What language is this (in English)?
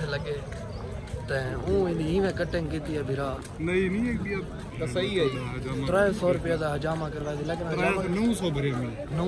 Saraiki